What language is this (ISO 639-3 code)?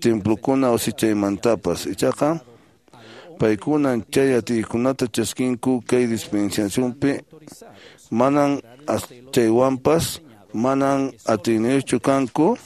que